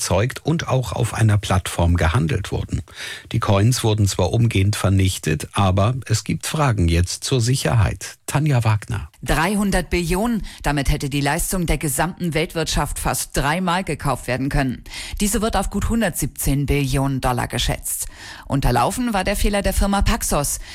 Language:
German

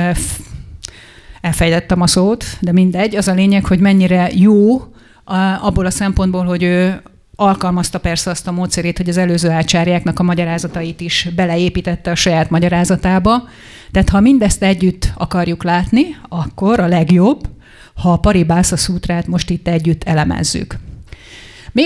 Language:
Hungarian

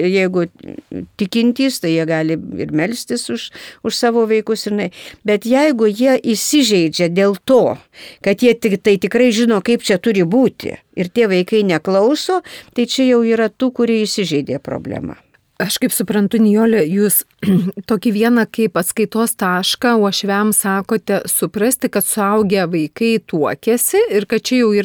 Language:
Lithuanian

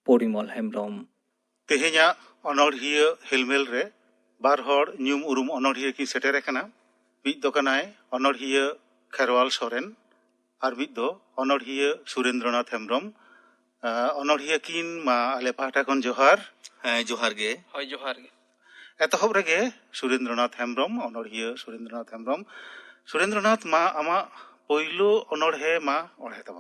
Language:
Santali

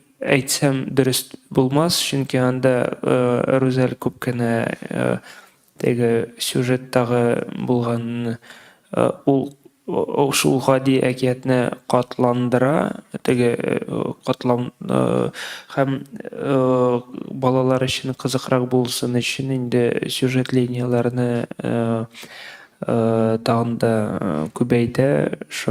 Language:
Tatar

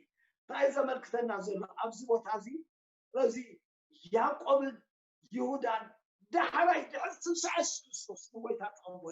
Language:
Tigrinya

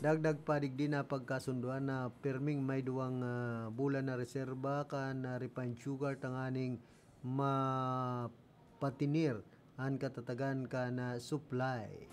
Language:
Bikol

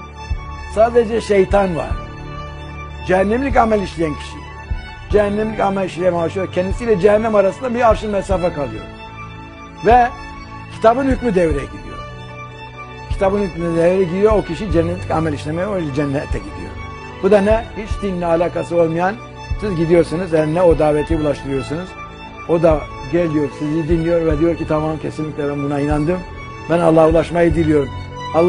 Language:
Turkish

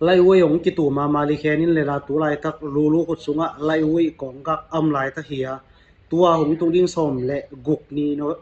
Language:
Tedim Chin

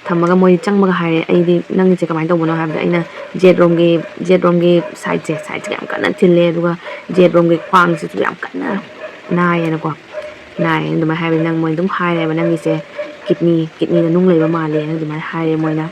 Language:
Manipuri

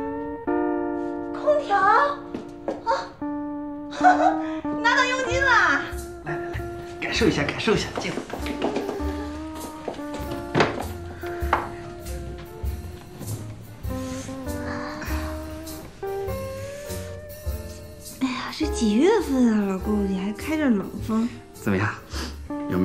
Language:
Chinese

